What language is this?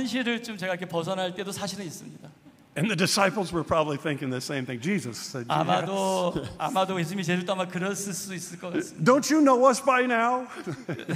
Korean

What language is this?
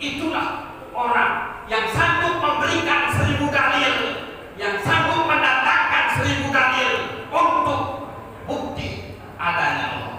Achinese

